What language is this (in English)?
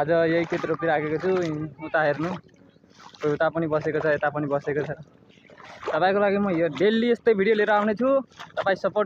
Nepali